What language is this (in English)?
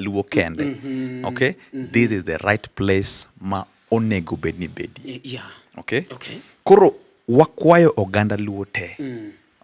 Luo (Kenya and Tanzania)